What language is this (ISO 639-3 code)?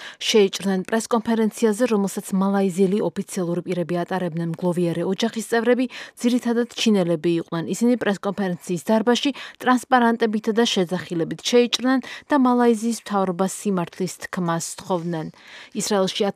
kat